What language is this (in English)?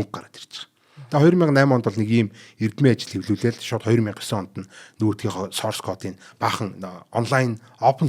Mongolian